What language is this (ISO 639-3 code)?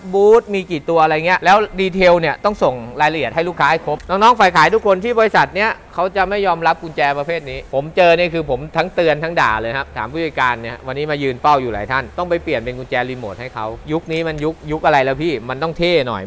tha